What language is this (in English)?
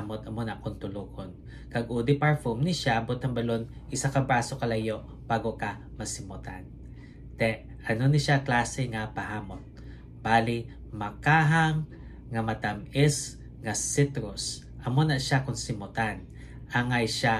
Hiligaynon